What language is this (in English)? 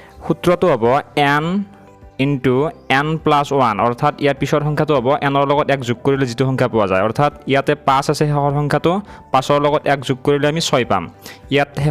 Assamese